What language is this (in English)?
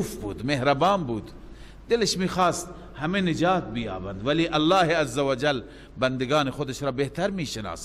Persian